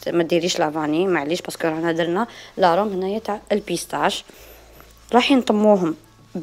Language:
Algerian Arabic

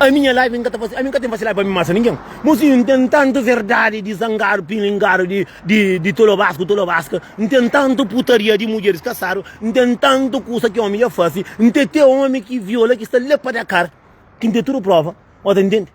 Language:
Kabuverdianu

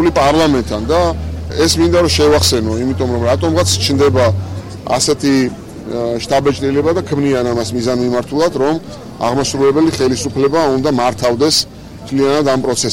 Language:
Georgian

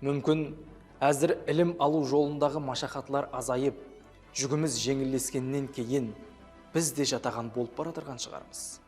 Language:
Kara-Kalpak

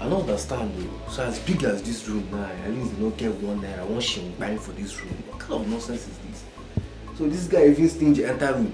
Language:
Nigerian Pidgin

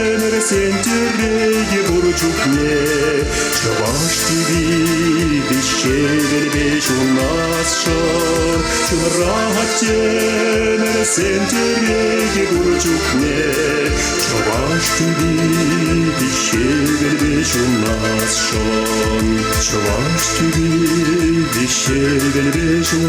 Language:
Chuvash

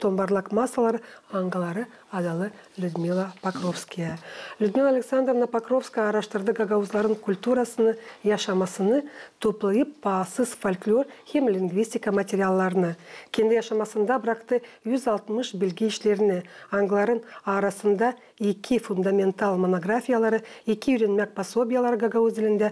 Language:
Gagauz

